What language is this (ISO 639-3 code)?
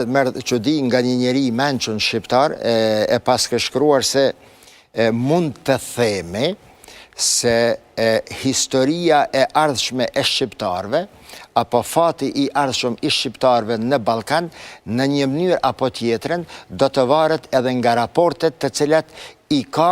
sqi